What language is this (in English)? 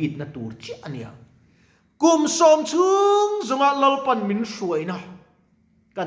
Mizo